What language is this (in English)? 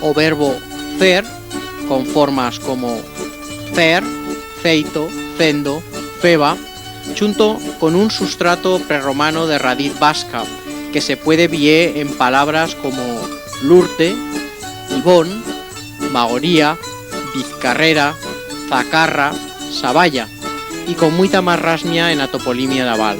Aragonese